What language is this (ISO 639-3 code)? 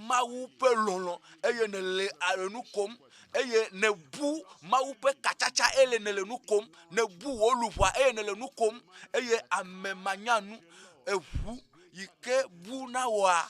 ewe